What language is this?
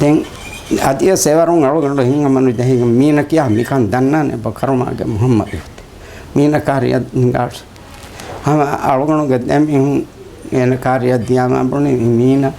Divehi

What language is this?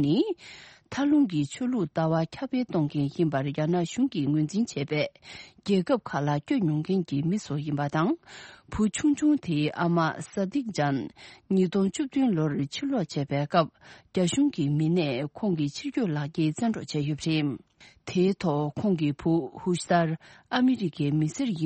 Tibetan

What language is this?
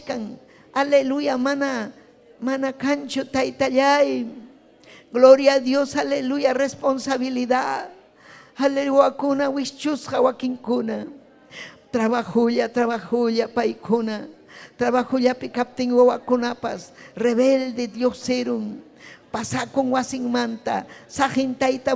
Ayacucho Quechua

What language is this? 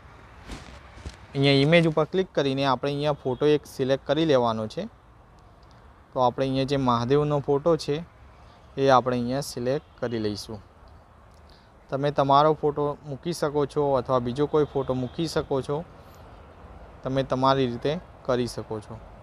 Gujarati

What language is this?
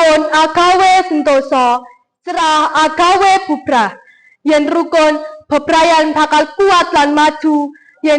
Javanese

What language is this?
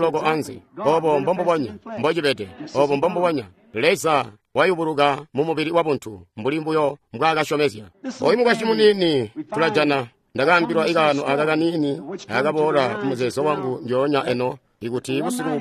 Tonga (Zambia)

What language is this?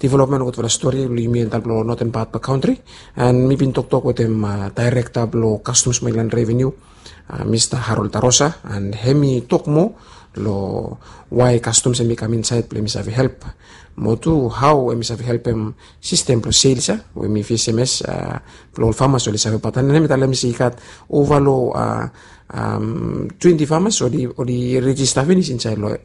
Bislama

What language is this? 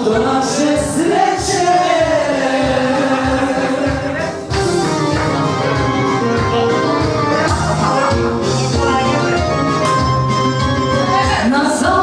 Serbian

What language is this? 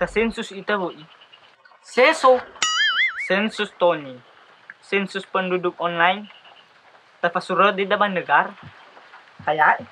Nias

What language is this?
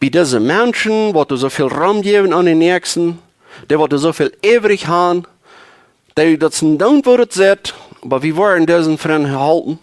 Plautdietsch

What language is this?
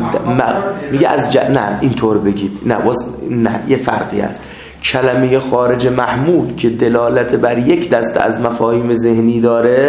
Persian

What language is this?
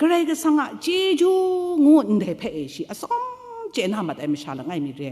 Kachin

